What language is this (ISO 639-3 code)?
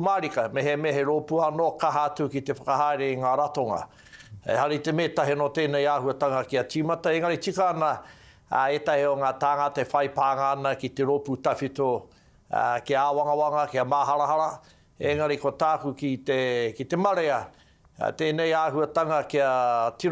mri